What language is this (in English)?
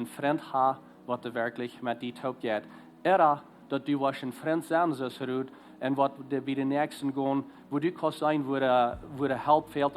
Plautdietsch